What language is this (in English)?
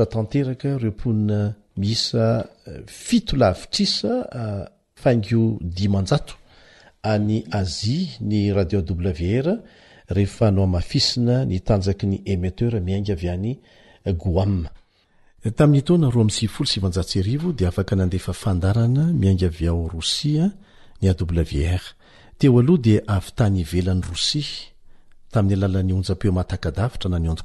Malagasy